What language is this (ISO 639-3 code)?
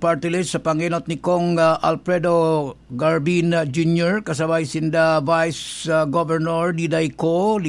bik